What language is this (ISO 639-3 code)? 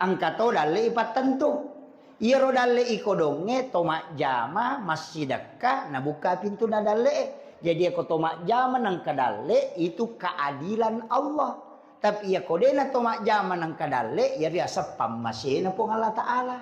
bug